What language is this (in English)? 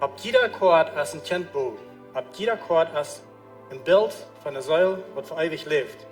Plautdietsch